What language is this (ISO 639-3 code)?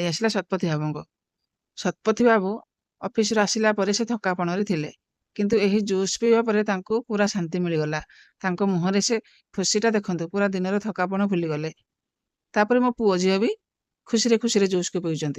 ori